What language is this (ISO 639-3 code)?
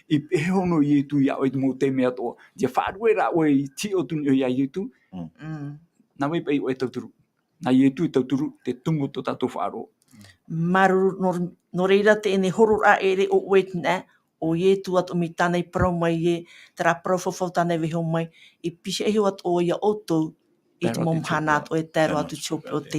tah